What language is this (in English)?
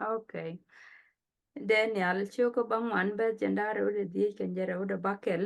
Nuer